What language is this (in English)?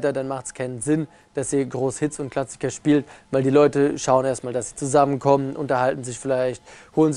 German